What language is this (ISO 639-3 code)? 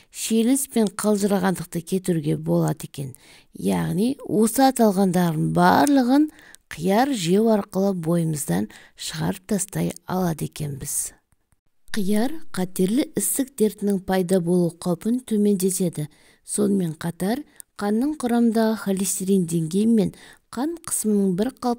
kaz